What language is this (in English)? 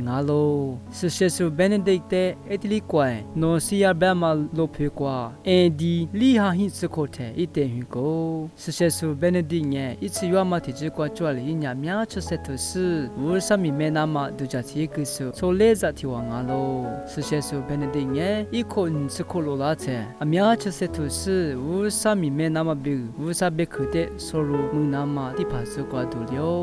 Lisu